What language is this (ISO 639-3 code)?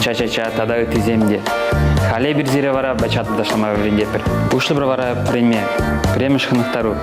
chv